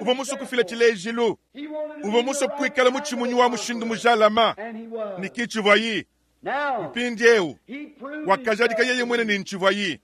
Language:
Luba-Lulua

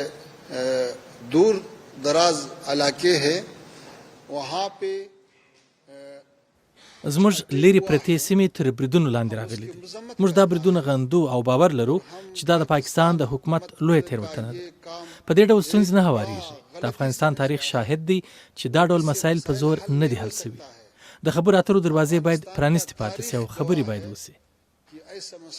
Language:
Pashto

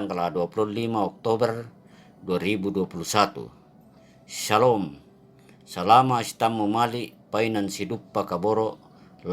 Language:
Toraja-Sa'dan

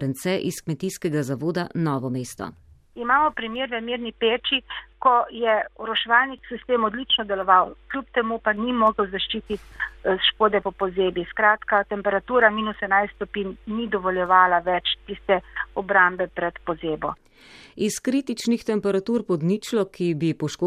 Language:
Slovenian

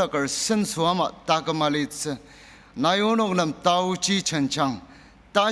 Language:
Ao Naga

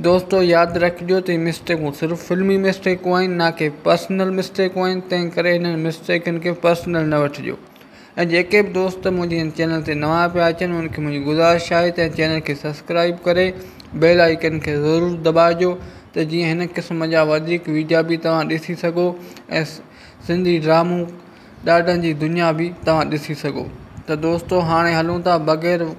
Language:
Sindhi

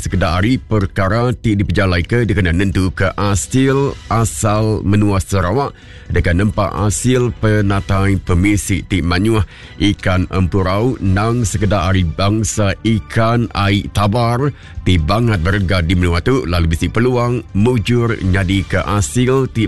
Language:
Iban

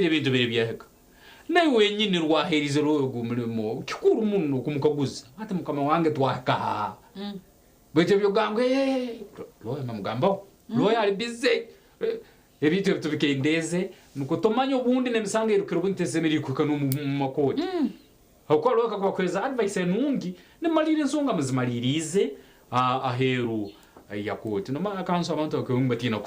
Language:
Nyankole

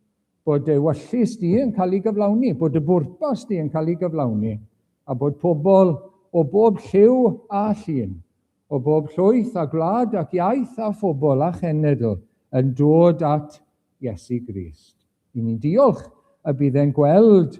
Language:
Welsh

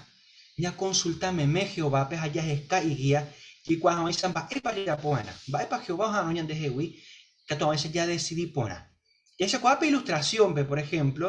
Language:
Guarani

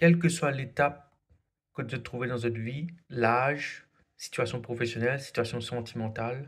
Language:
Morisyen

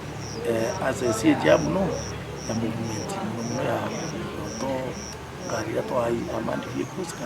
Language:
Meru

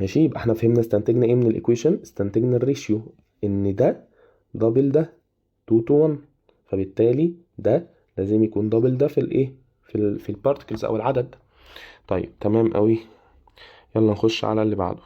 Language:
Egyptian Arabic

